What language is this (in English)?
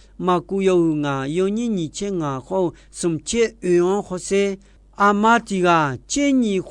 Akha